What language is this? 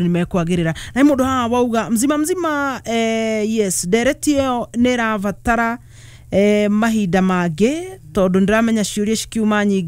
Kikuyu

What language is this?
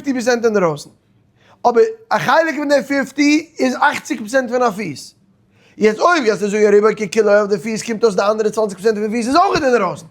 Yiddish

